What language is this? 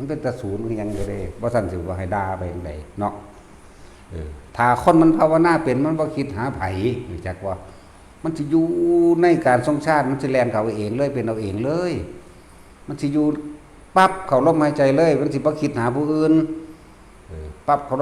Northeastern Thai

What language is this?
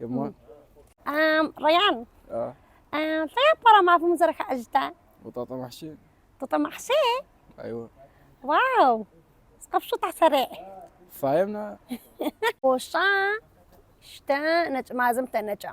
Adyghe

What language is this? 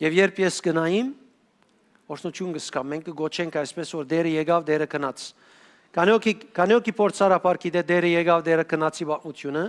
Western Armenian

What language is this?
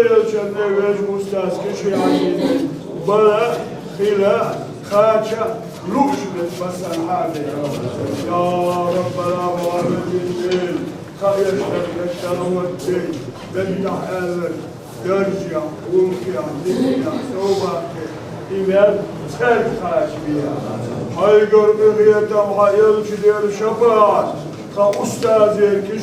Chechen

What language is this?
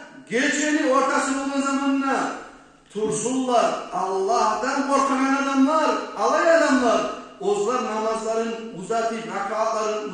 Kumyk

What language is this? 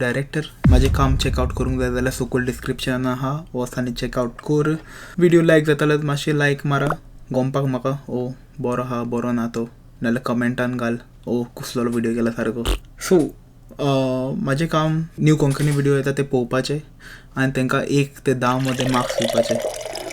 Konkani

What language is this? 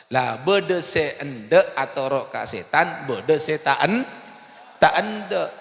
Madurese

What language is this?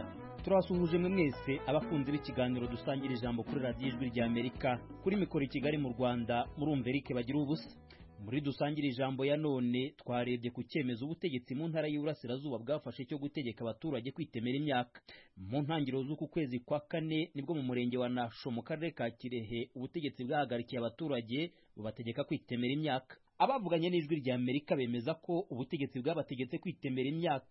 Kinyarwanda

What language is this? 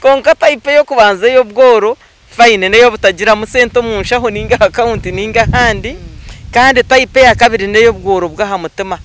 Nyankole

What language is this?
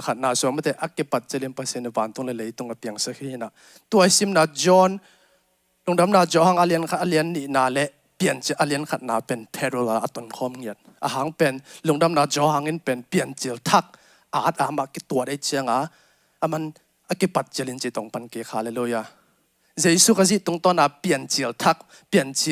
Tedim Chin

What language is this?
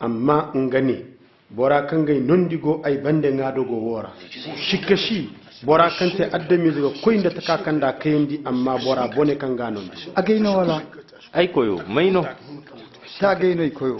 Koyraboro Senni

